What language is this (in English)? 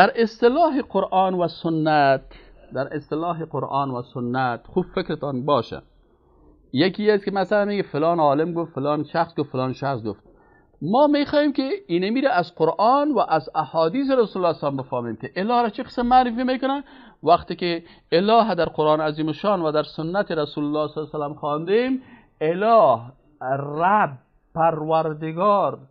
Persian